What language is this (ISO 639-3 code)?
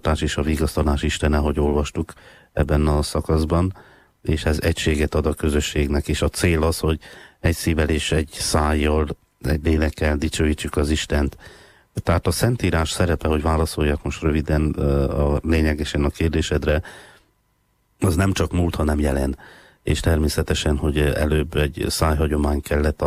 hun